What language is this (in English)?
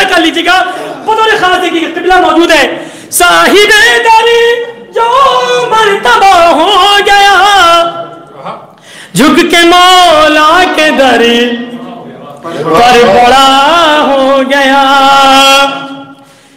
Urdu